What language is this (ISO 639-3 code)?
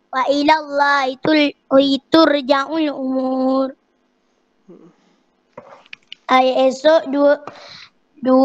msa